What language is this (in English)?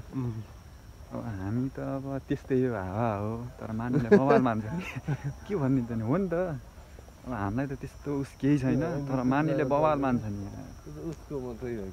Nepali